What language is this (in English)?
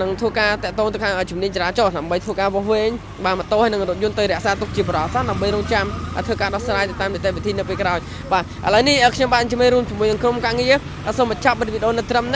Khmer